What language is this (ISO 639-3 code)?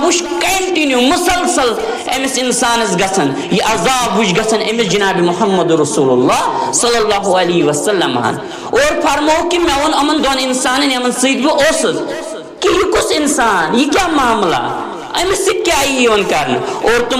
kas